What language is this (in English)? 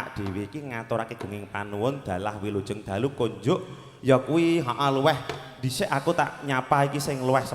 Javanese